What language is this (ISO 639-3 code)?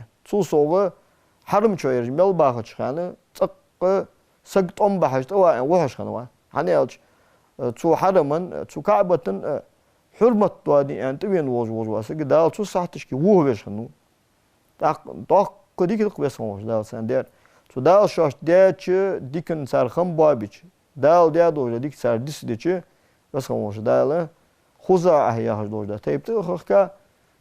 inh